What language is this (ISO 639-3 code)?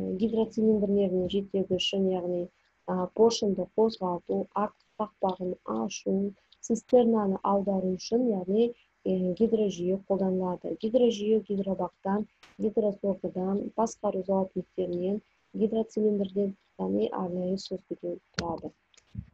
kaz